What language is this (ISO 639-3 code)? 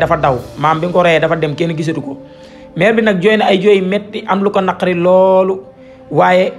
wol